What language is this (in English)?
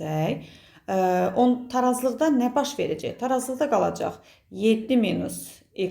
Azerbaijani